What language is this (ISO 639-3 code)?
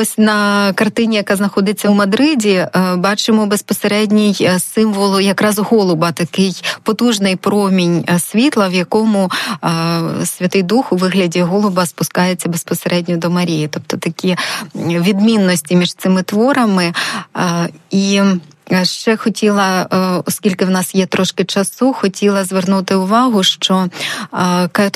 ukr